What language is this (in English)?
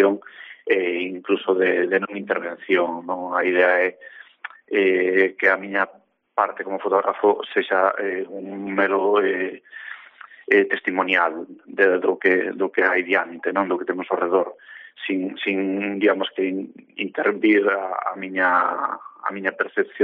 Galician